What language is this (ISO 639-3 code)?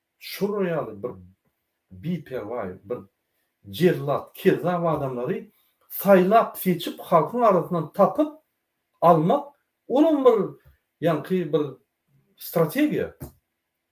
tuk